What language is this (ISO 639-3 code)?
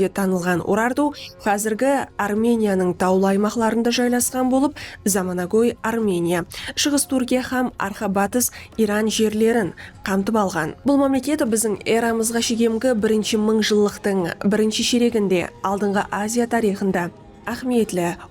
kaa